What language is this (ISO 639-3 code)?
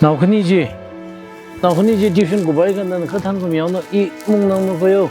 nmf